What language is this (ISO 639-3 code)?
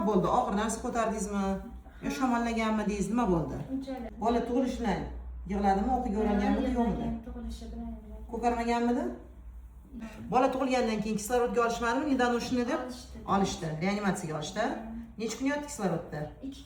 uzb